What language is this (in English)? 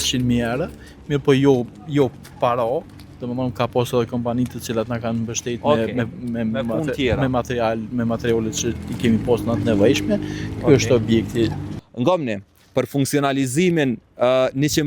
Albanian